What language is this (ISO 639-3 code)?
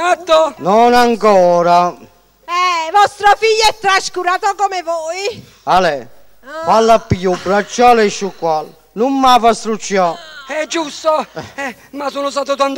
nap